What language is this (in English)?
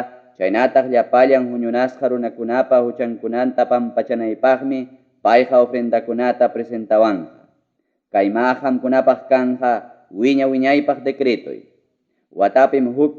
Ayacucho Quechua